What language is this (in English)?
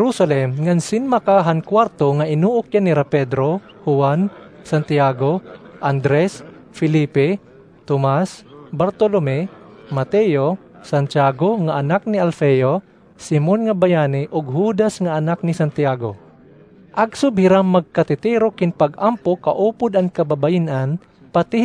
Waray